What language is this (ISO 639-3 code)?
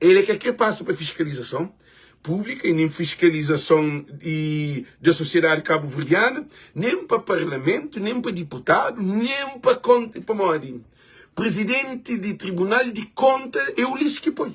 kea